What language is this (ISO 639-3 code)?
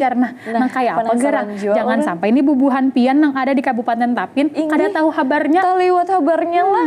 bjn